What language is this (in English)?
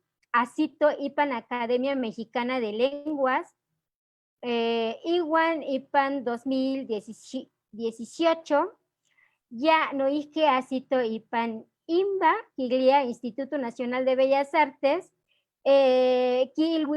Eastern Huasteca Nahuatl